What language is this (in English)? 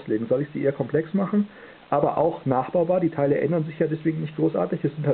German